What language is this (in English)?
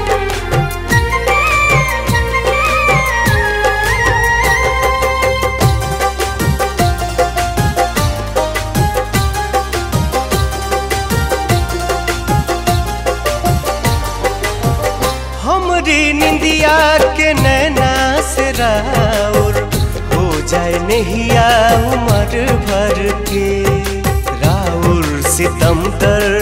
Bhojpuri